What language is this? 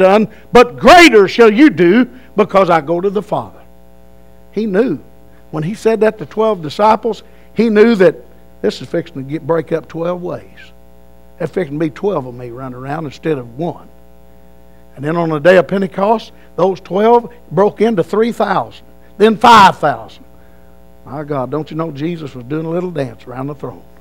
English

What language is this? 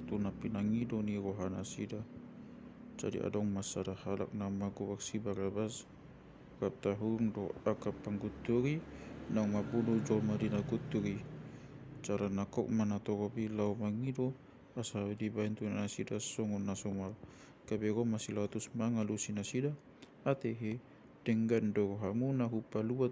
Batak Toba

